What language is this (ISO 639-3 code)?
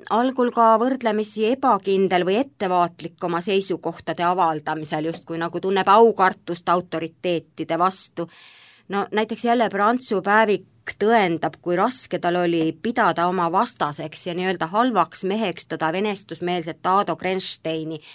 est